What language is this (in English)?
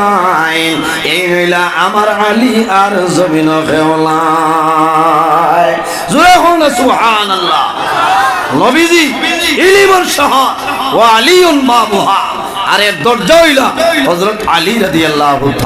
Sylheti